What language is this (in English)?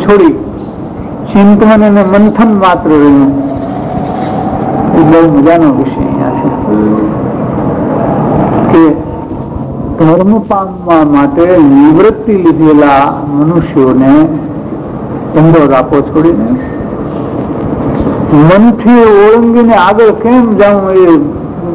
Gujarati